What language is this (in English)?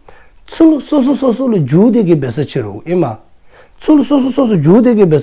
Dzongkha